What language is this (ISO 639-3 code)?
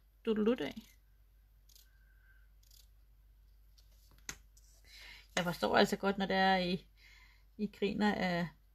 dan